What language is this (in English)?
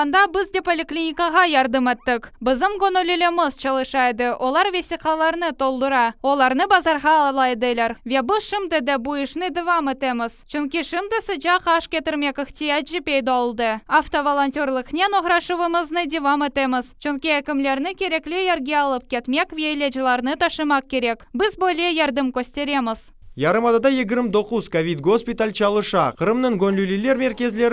Crimean Tatar